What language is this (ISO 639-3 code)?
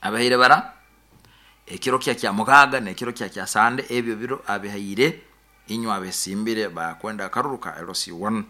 nyn